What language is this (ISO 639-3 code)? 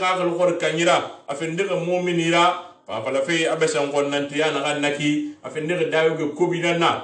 sus